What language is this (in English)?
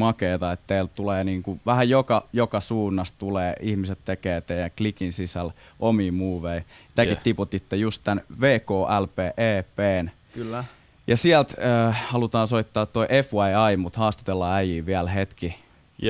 Finnish